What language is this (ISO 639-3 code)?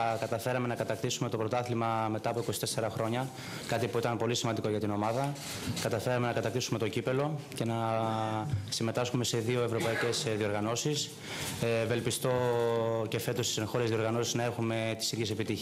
ell